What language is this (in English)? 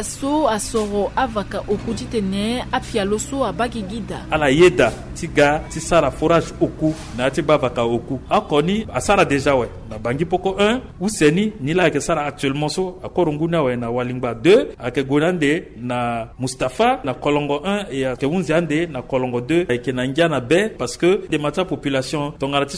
Sango